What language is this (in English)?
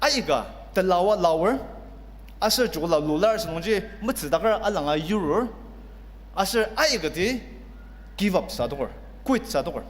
Ao Naga